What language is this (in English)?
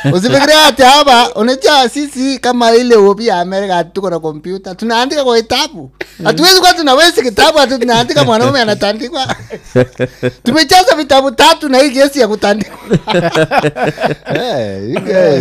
Swahili